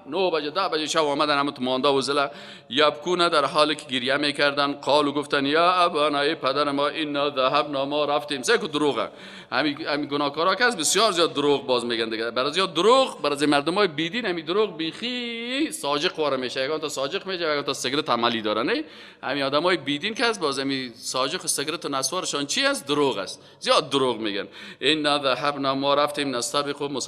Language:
Persian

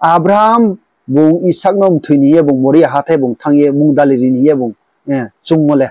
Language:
Riang (India)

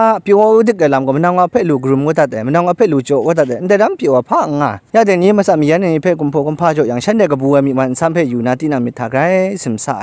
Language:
Kachin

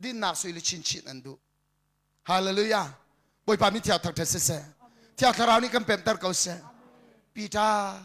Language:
Hakha Chin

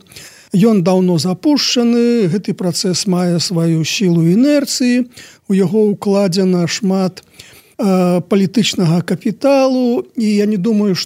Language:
Belarusian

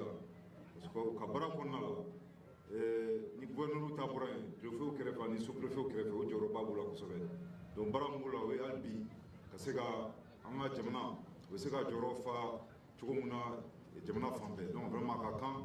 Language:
Bambara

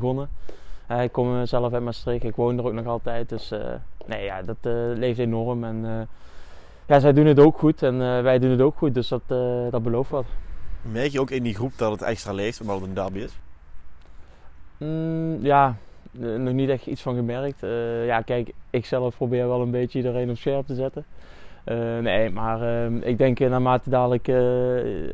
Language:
Dutch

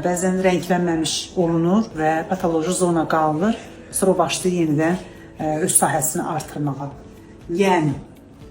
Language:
Azerbaijani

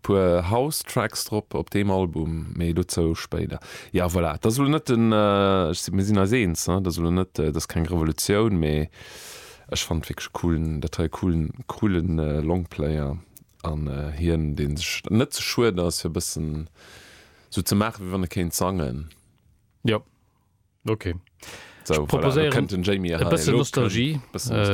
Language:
Luxembourgish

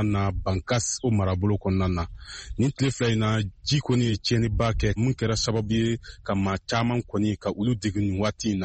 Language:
Bambara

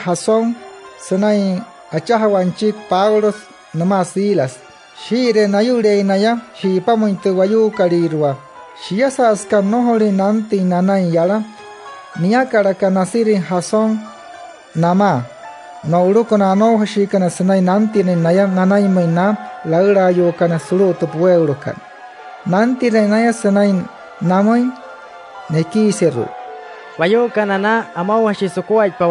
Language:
Wayuu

